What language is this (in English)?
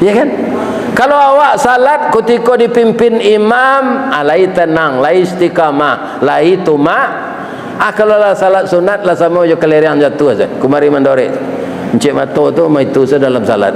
Minangkabau